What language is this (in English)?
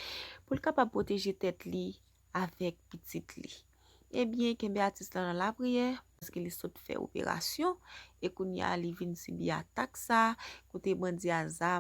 Haitian Creole